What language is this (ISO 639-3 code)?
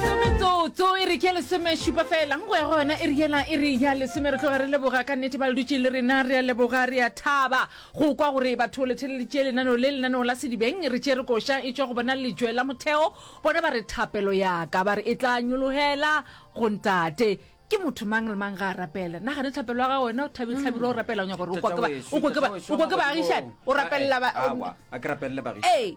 nso